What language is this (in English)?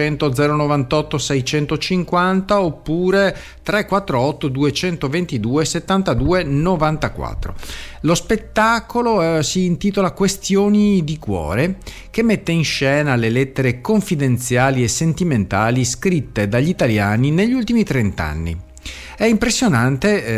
Italian